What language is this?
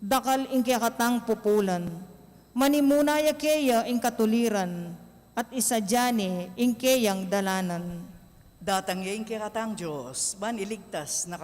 Pampanga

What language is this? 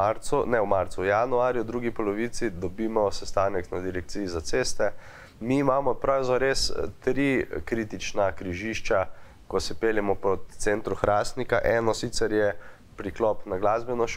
Slovenian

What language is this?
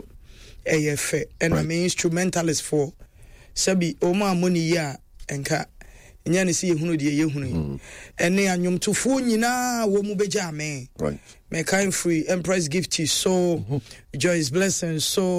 Akan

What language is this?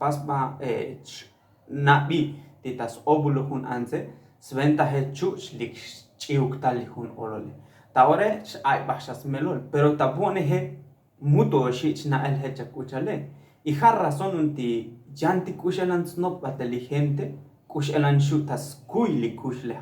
Tzotzil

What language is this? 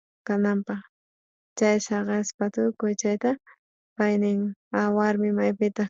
South Bolivian Quechua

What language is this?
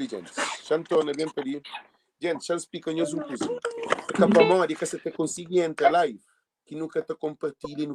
Kabuverdianu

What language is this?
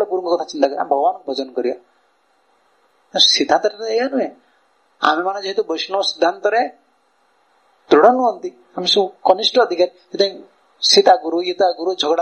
Odia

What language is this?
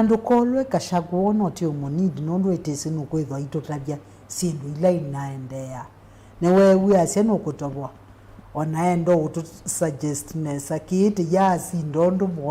Kamba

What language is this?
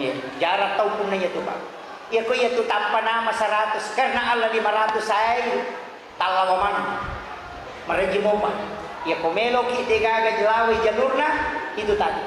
Buginese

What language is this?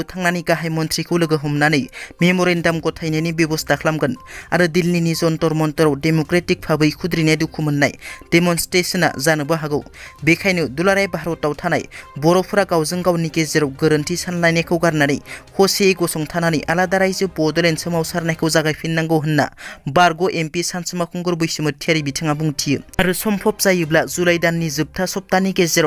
Bodo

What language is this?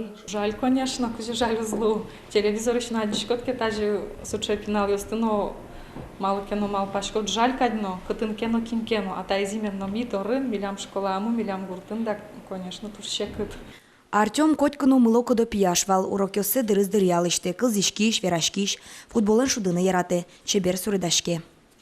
Udmurt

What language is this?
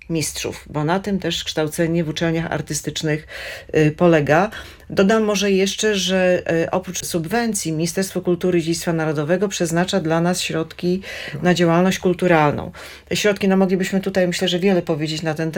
Polish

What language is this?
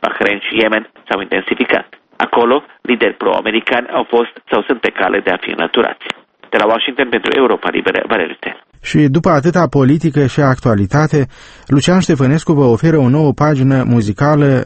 Romanian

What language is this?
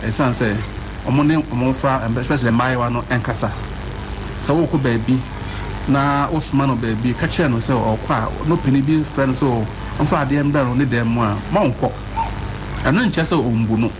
Akan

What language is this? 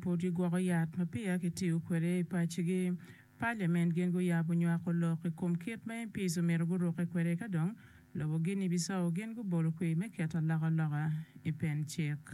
Acoli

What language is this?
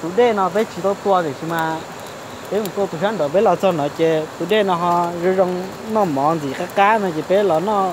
Hmong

